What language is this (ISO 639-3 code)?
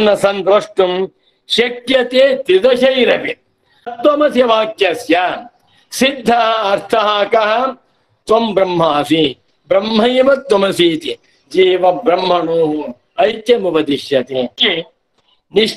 san